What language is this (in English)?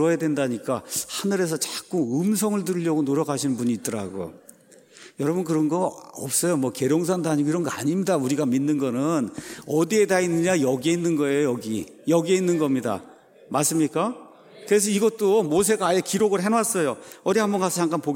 Korean